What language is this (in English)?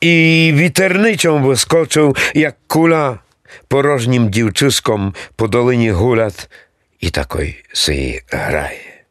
Rusyn